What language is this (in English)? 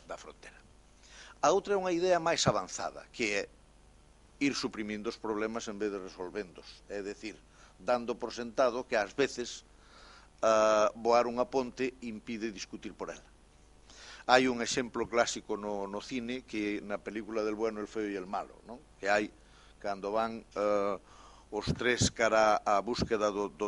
Galician